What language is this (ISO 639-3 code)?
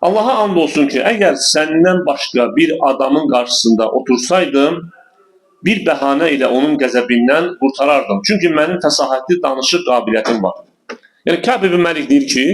aze